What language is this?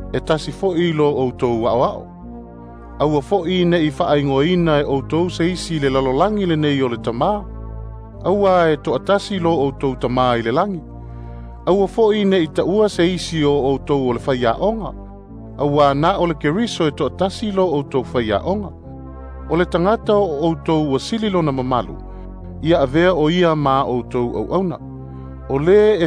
Samoan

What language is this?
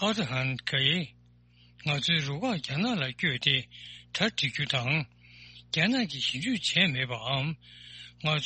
Tibetan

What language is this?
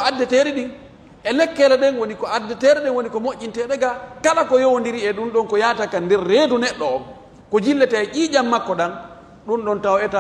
Pular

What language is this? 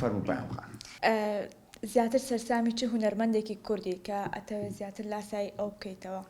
Central Kurdish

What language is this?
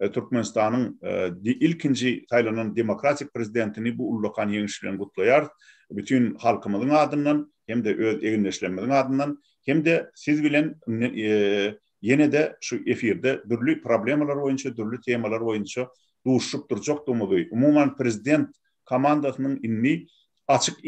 Turkmen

